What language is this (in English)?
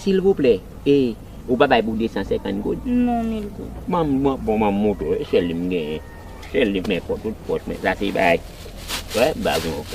Haitian Creole